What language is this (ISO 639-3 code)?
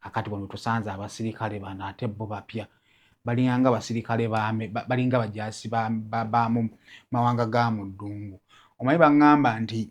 lug